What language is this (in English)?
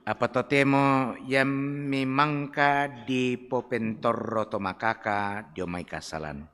Toraja-Sa'dan